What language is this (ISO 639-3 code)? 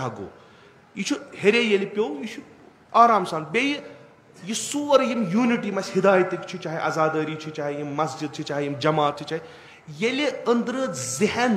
kas